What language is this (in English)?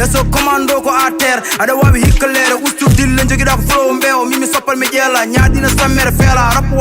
Fula